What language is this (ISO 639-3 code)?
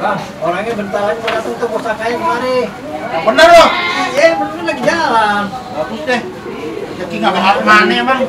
bew